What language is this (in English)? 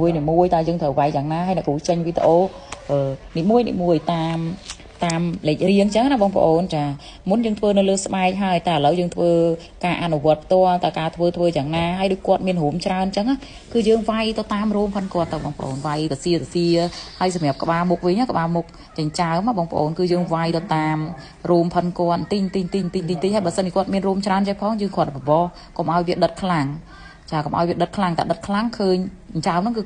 Khmer